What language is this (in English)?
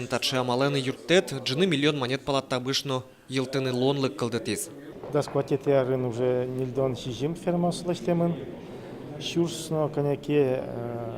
Udmurt